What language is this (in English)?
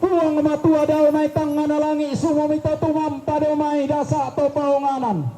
Toraja-Sa'dan